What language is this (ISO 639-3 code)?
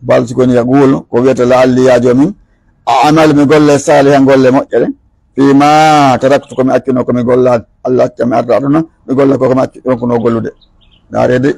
ful